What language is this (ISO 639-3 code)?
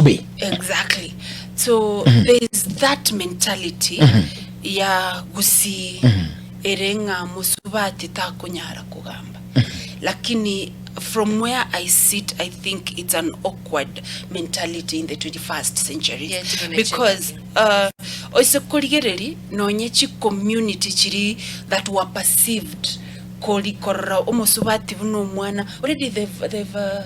guz